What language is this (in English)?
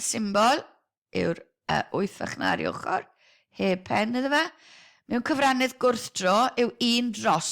Welsh